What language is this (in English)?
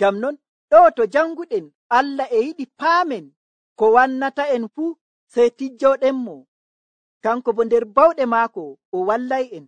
Nigerian Fulfulde